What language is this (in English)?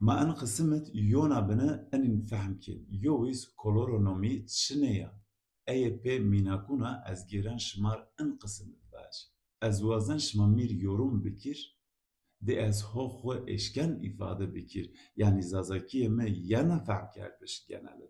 Zaza